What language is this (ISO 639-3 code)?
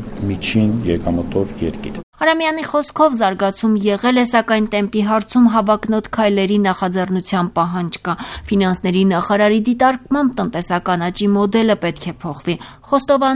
hye